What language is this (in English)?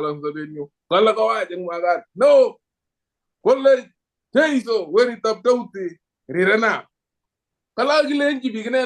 Kalenjin